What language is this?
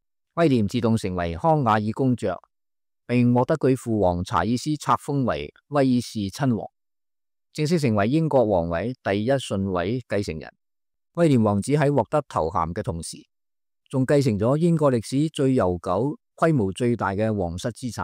Cantonese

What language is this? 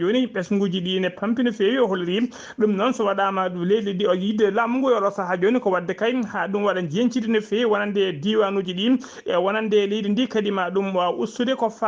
Fula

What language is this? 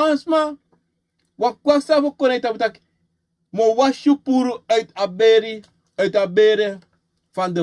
Sranan Tongo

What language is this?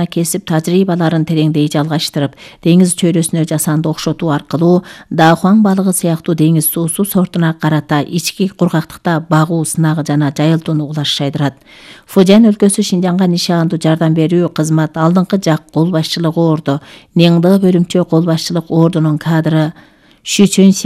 Kyrgyz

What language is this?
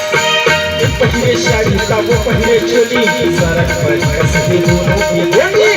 Chhattisgarhi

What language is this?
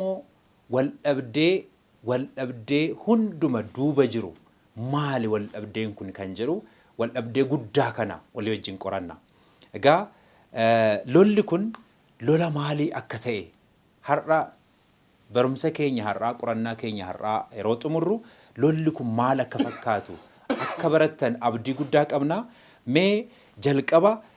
Oromo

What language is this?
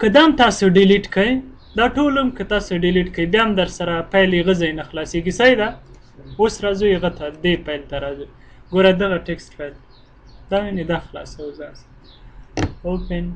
Pashto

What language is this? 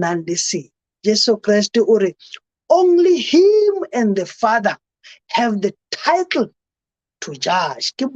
Southern Sotho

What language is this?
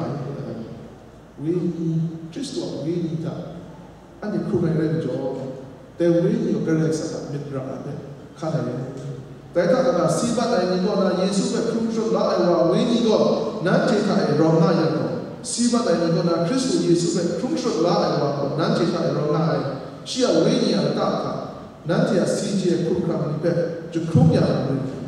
Kachin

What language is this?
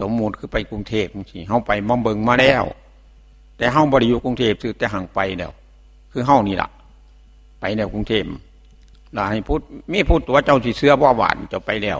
Northeastern Thai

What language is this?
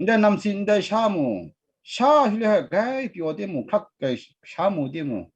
Kachin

